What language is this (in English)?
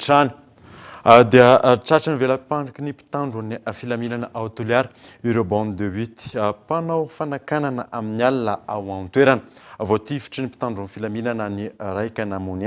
Malagasy